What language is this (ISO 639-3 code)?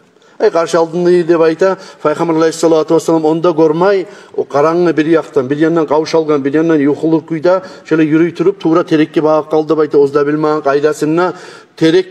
kum